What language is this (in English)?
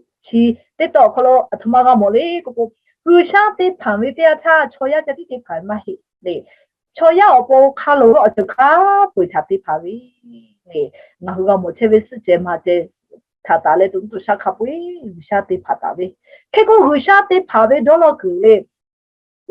Lahu